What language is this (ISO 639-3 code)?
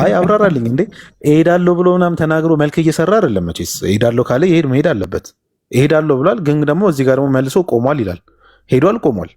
amh